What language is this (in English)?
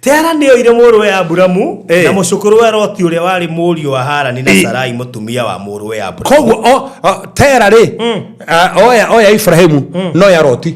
Kikuyu